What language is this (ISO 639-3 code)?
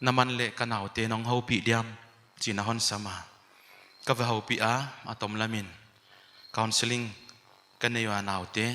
pck